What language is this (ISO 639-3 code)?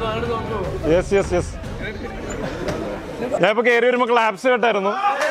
mal